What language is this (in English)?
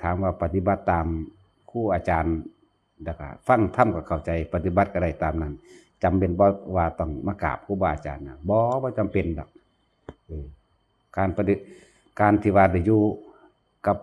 Northeastern Thai